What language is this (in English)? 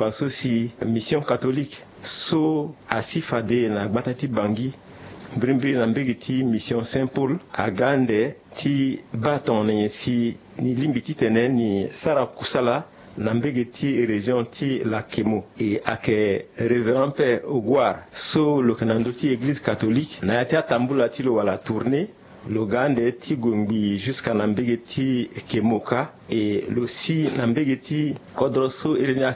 Sango